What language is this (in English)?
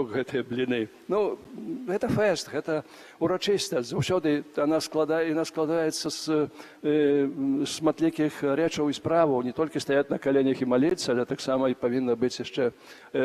Belarusian